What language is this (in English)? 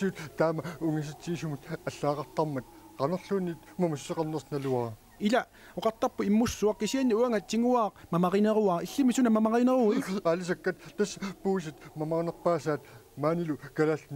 Kalaallisut